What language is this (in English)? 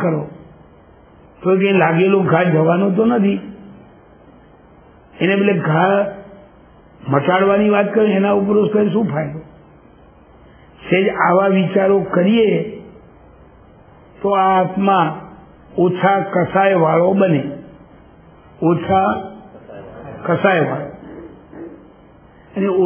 Gujarati